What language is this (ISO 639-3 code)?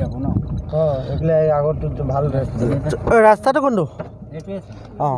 asm